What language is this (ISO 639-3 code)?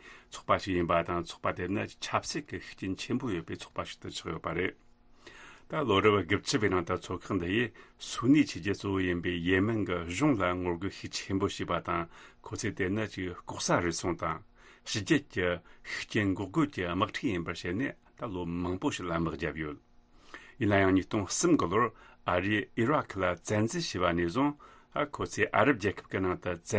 bod